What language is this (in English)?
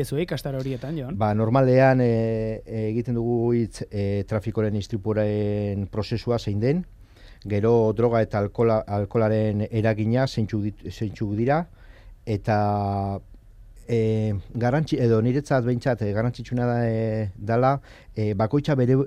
Basque